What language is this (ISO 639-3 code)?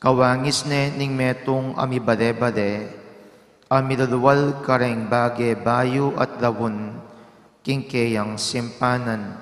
pam